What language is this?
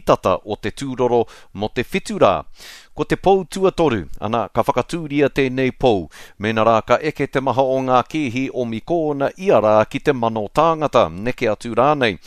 Māori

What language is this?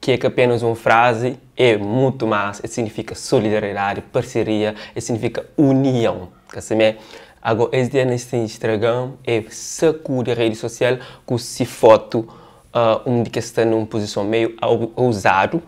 Kabuverdianu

